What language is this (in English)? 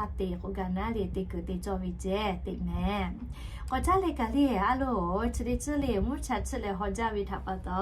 Lahu